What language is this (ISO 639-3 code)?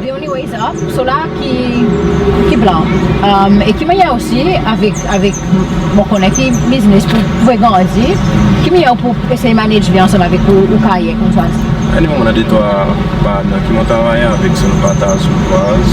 crs